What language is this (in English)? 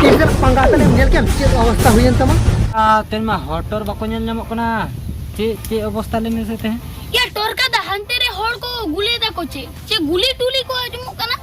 Santali